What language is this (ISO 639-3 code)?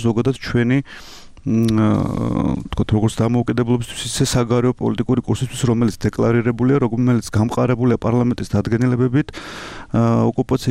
kat